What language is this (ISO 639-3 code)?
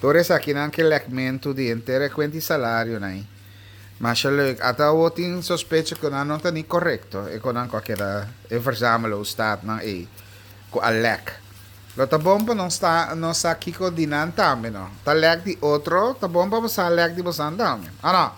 pap